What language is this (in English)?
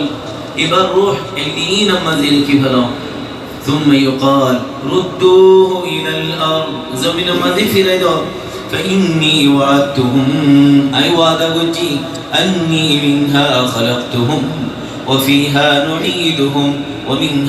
Rohingya